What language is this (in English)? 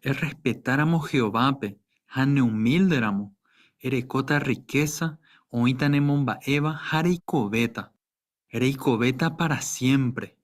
Guarani